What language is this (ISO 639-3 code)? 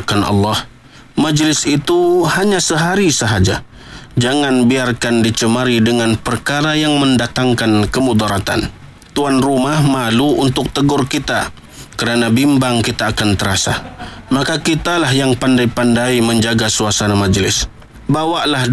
msa